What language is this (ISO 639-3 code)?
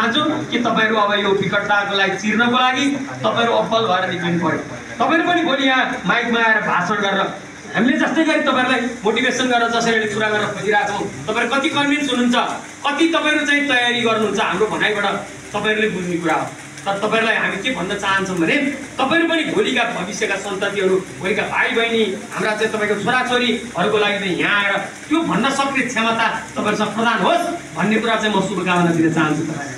nep